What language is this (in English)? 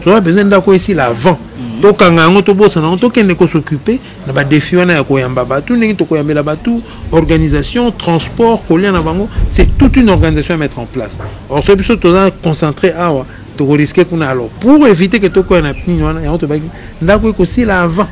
Lingala